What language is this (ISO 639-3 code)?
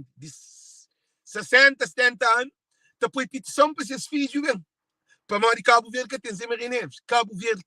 kea